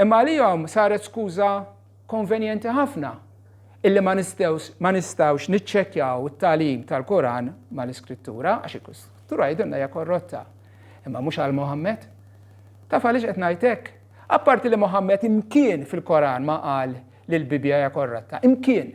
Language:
Maltese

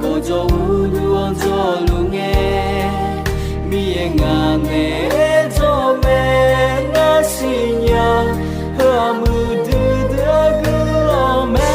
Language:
Akha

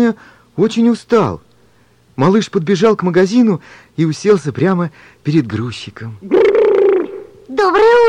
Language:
Russian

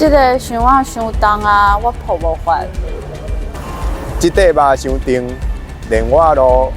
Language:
Min Nan Chinese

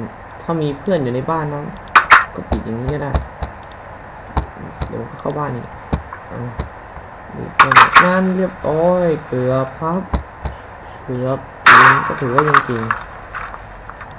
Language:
Thai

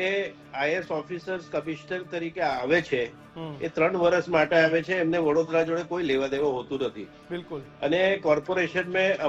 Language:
Gujarati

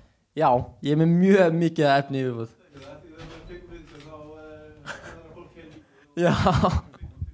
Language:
Icelandic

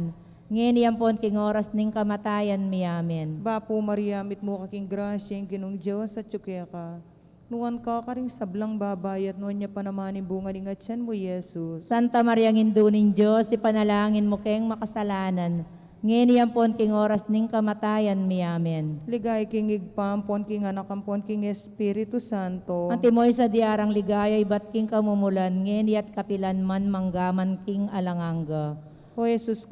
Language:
Pampanga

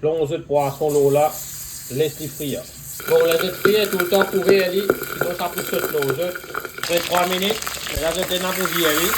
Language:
Morisyen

